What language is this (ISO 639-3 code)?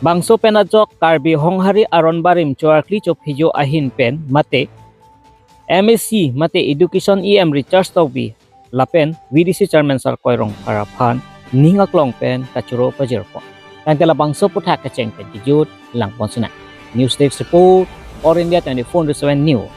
mjw